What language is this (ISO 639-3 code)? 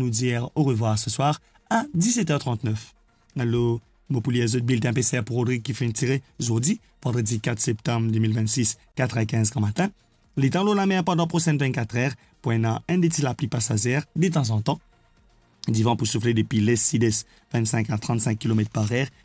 mfe